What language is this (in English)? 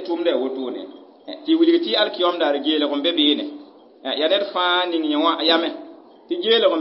Mossi